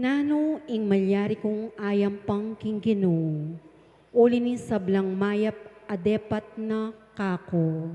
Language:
Pampanga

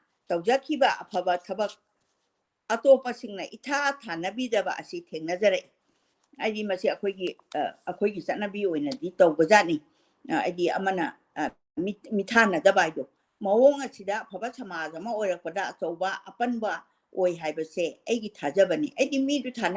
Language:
Manipuri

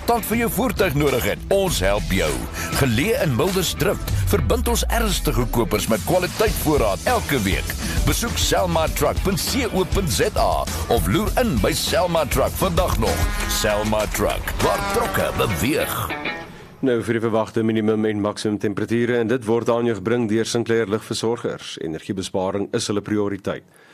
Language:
Afrikaans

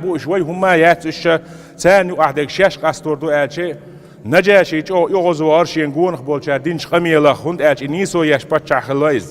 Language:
Chechen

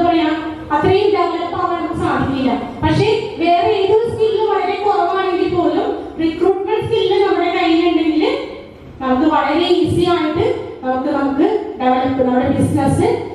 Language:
Malayalam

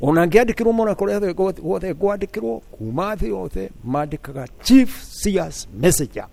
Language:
Kikuyu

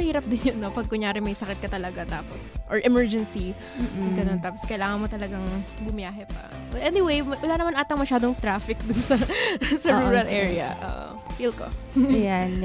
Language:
Filipino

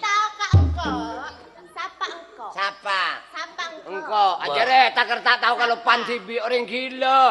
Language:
Madurese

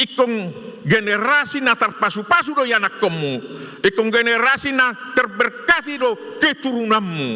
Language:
Batak Toba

